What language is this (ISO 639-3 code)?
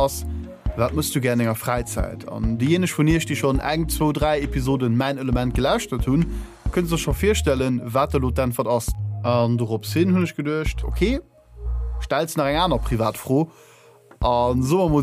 ltz